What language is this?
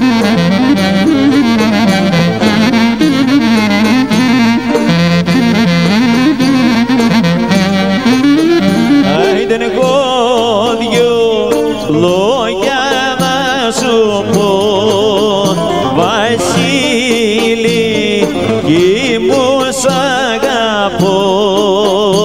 Greek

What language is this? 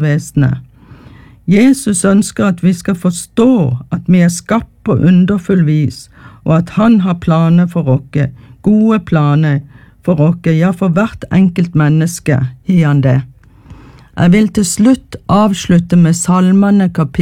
Norwegian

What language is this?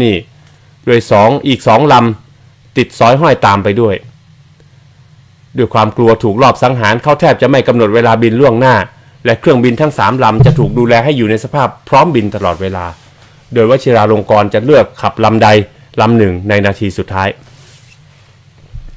Thai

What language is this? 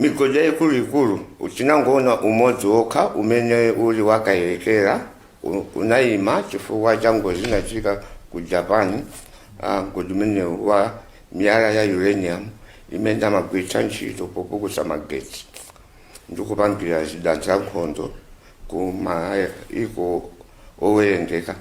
Nyanja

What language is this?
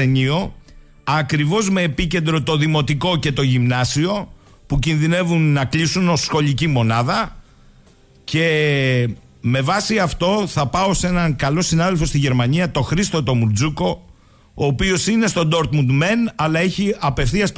Greek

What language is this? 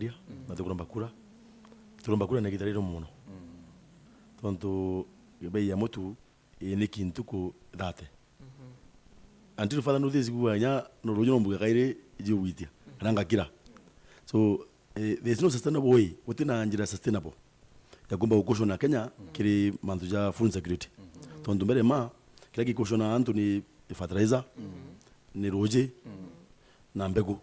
Meru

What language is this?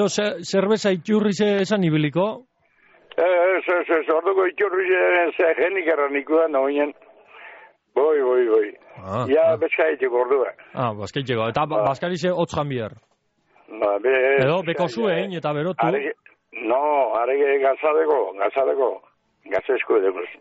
Basque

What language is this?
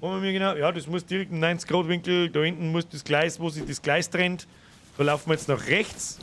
Bavarian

